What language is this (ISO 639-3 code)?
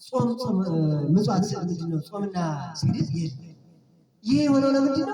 amh